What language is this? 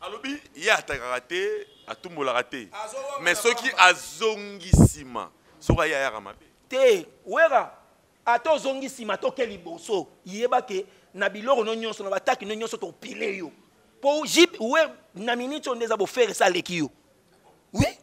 Lingala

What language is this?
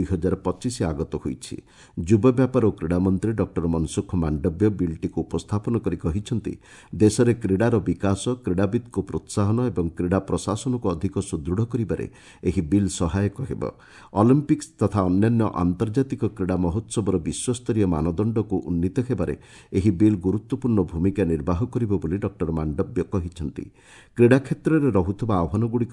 Odia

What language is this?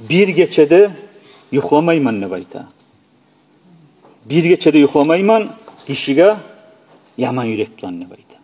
Kumyk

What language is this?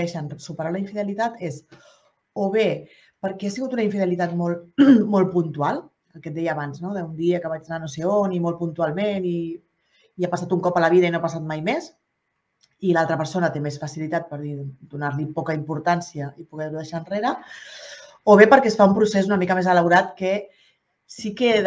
Catalan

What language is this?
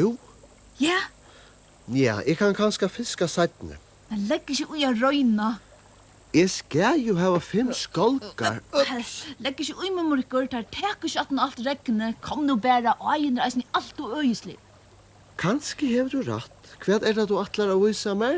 Faroese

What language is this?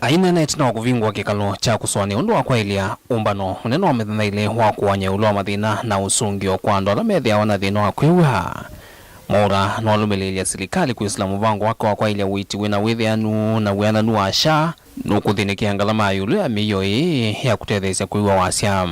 Kamba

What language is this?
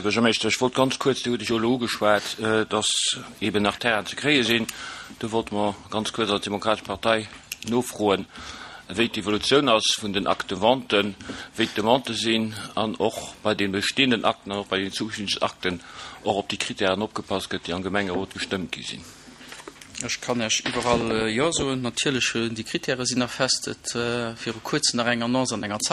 Luxembourgish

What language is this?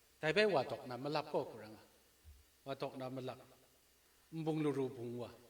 Kachin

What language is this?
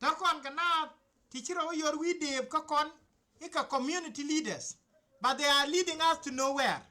Nuer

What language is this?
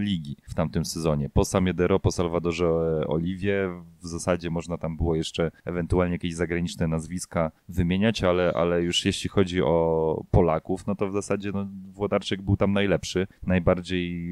Polish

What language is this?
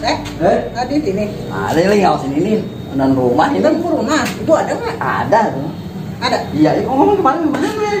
Betawi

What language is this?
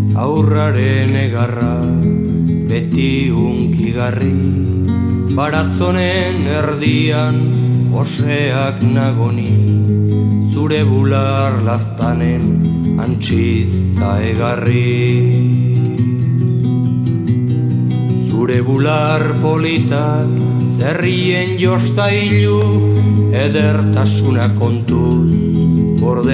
Basque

